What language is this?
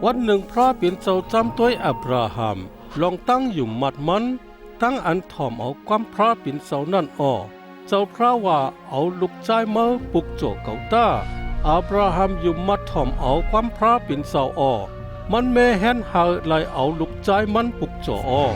Shan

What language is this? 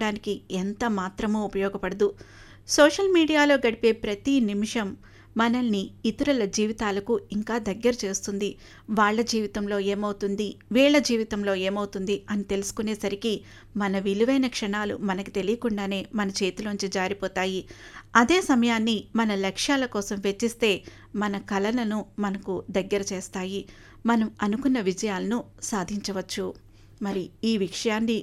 Telugu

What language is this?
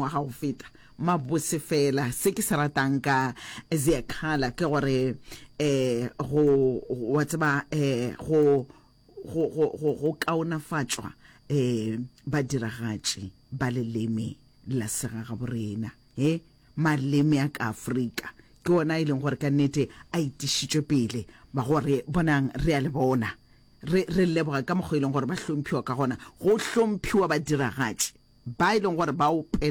Northern Sotho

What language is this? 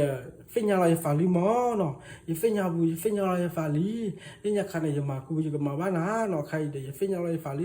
S'gaw Karen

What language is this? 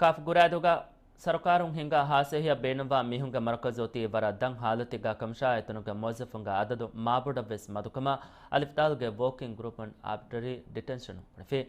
Divehi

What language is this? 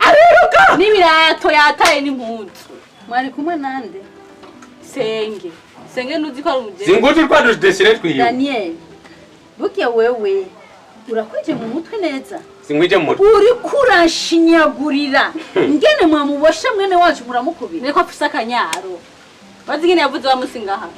Rundi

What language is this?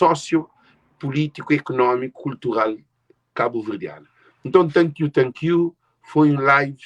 Kabuverdianu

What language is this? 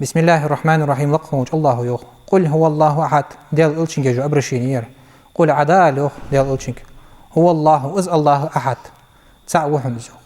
Ingush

